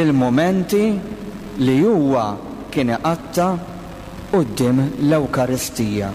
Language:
Maltese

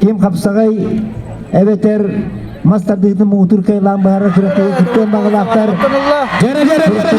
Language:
Yakut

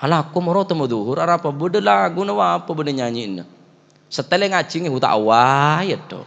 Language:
Madurese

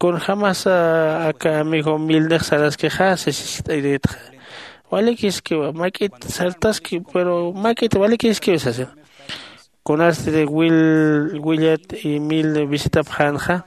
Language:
Aymara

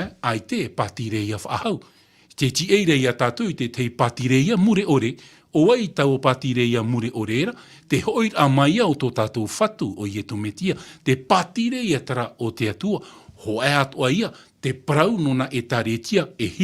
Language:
Tahitian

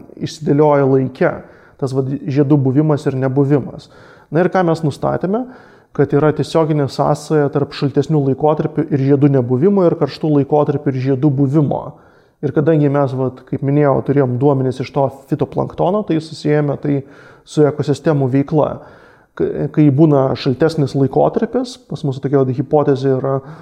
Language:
Lithuanian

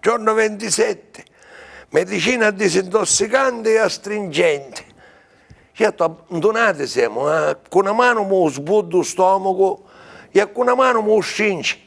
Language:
Sicilian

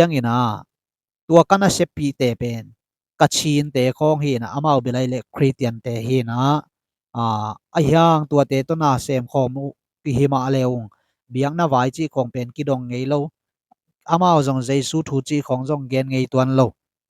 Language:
Tedim Chin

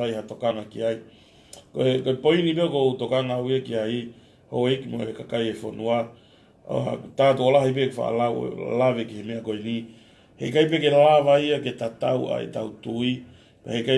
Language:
Tongan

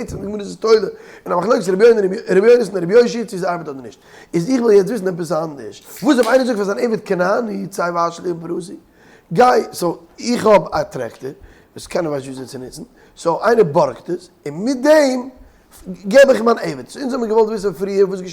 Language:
Yiddish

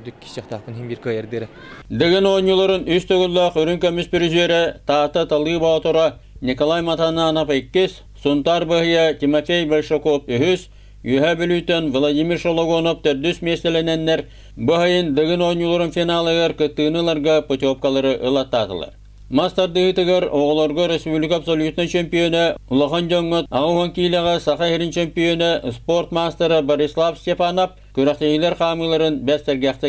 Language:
Yakut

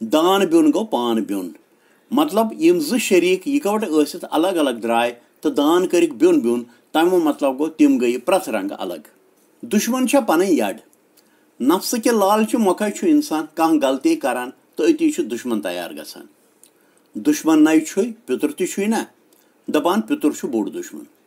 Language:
Kashmiri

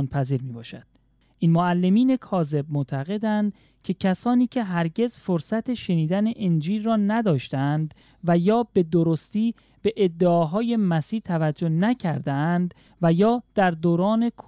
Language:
Persian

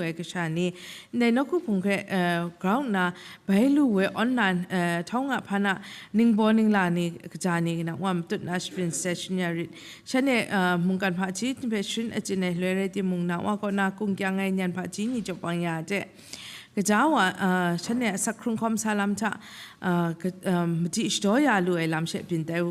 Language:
Kachin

